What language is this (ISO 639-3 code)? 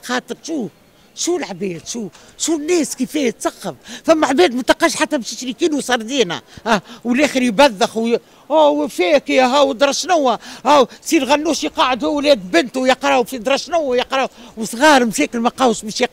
aeb